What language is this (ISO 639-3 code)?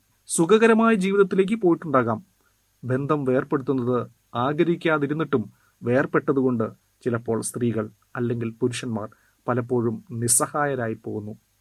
mal